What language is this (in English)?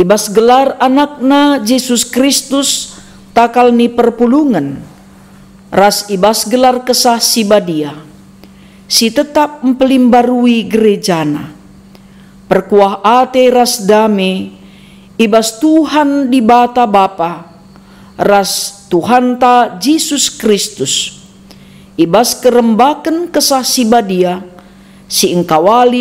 Batak Karo